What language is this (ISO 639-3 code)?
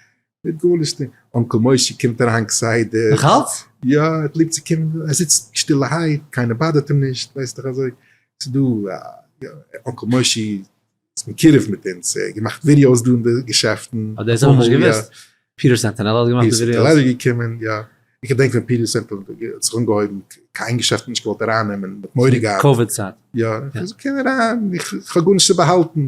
yid